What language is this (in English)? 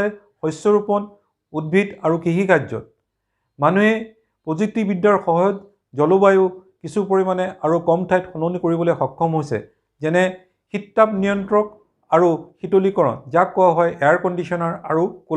Assamese